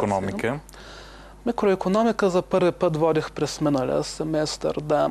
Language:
Bulgarian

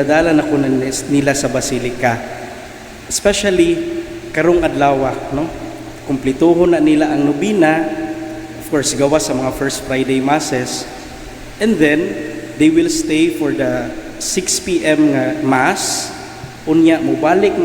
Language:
Cebuano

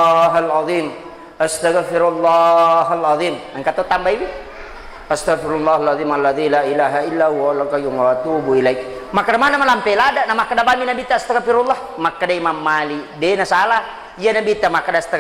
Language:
Buginese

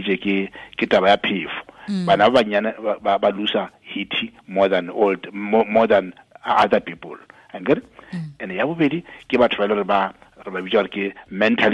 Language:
Tswana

